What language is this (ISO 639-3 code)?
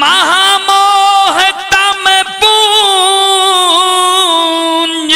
mai